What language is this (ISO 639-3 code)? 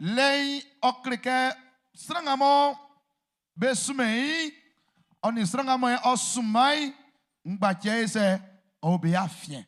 bci